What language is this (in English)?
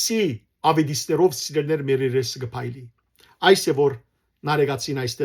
Western Armenian